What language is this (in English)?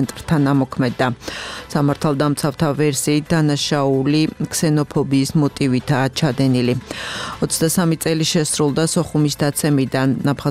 Georgian